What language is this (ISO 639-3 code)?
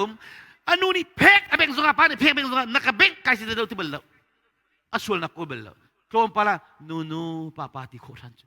cnh